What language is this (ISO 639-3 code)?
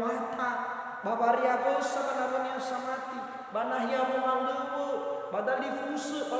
nia